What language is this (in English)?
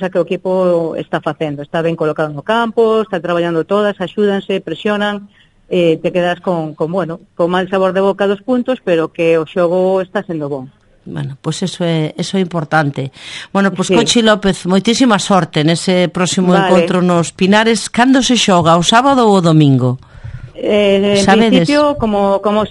Galician